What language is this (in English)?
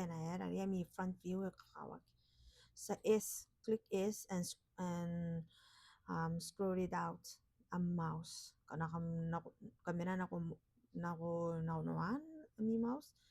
Gilbertese